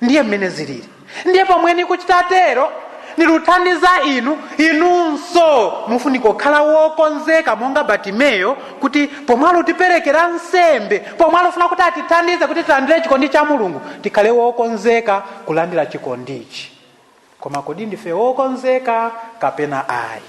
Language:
Nyanja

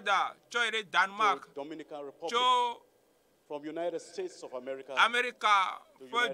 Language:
Ewe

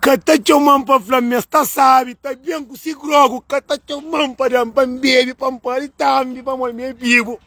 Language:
Kabuverdianu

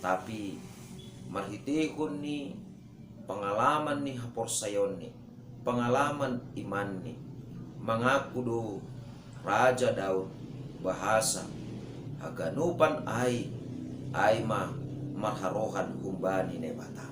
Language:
Batak Simalungun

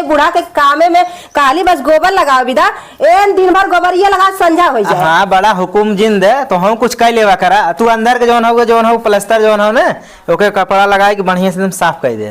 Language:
Awadhi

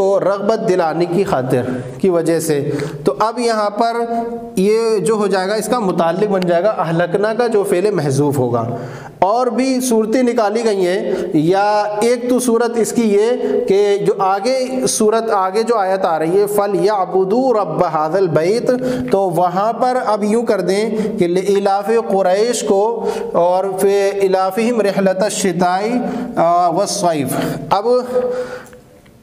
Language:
Urdu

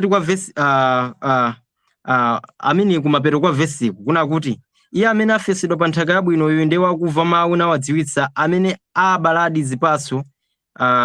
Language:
Nyanja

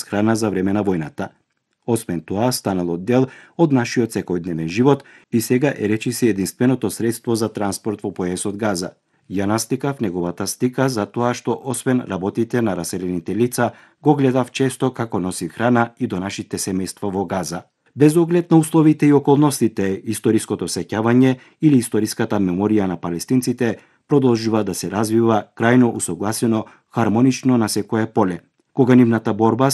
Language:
Macedonian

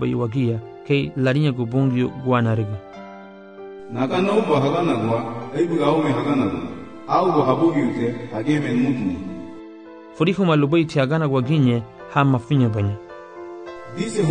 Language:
Garifuna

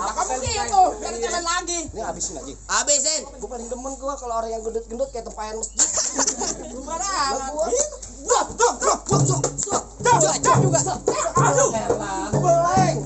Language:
Betawi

